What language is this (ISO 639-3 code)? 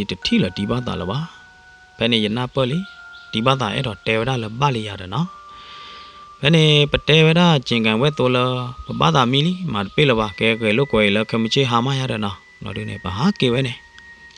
ksw